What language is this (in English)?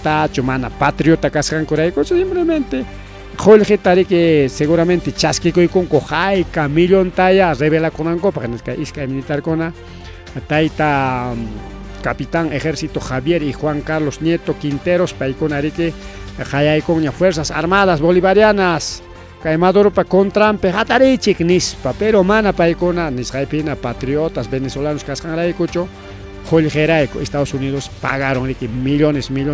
Ayacucho Quechua